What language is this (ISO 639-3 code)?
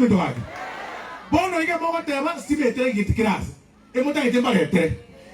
guz